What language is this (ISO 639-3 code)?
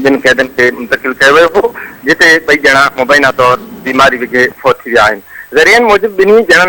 snd